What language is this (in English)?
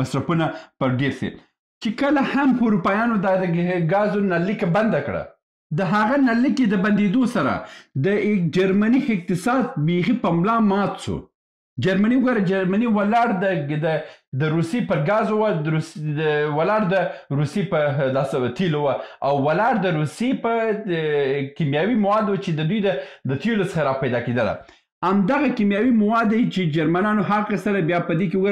Pashto